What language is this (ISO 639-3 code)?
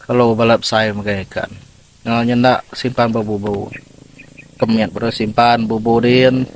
iba